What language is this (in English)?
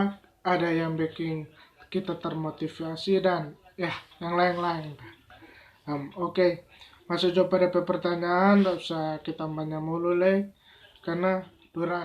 Manado Malay